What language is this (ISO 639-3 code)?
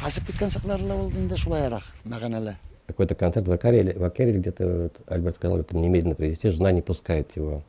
bak